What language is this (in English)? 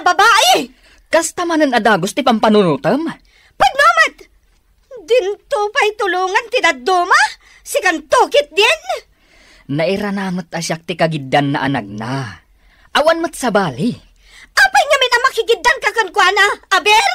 Iloko